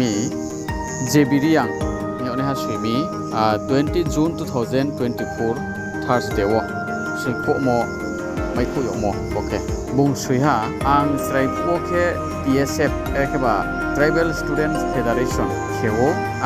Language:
Riang (India)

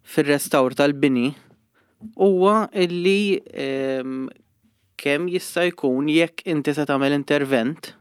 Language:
Maltese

